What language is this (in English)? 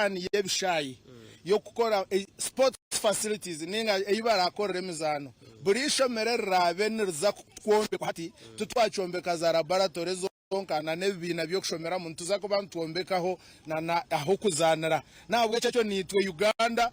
Nyankole